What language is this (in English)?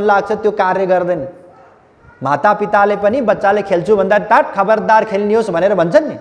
Nepali